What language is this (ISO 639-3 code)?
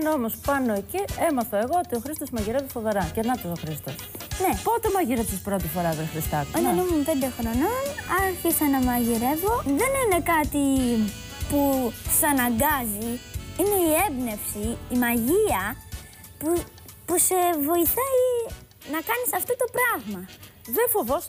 ell